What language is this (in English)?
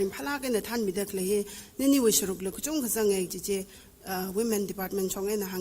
Tangkhul Naga (India)